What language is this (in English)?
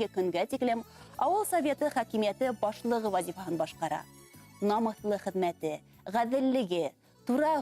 Bashkir